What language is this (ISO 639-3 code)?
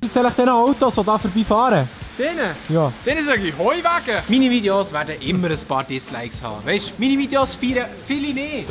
gsw